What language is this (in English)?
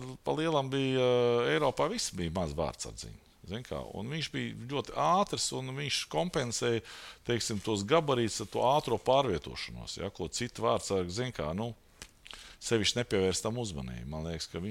Latvian